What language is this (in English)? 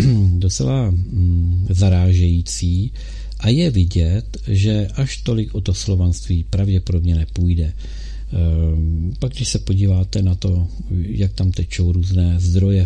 Czech